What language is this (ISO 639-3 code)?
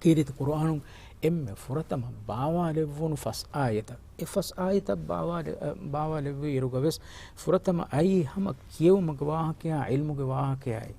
div